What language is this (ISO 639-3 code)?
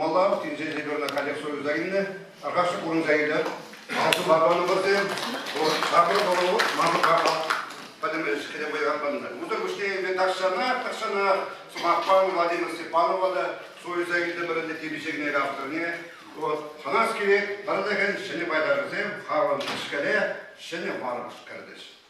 chv